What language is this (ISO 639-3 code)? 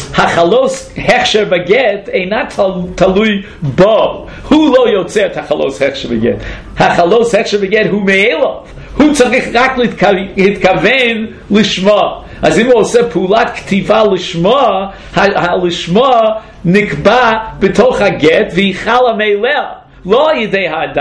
heb